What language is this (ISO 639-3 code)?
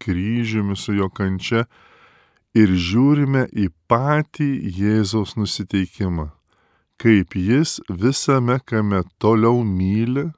lit